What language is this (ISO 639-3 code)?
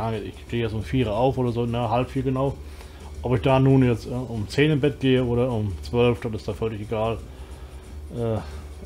deu